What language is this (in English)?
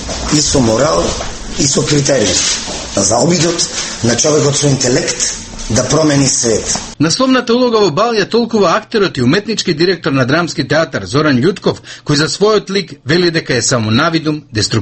Macedonian